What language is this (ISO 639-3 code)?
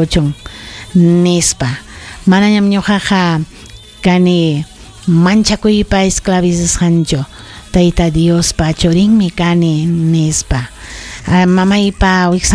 quy